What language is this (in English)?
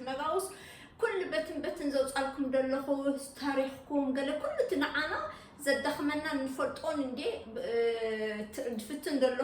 Tigrinya